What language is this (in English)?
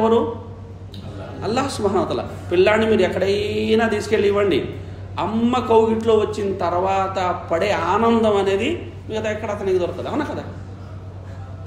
Telugu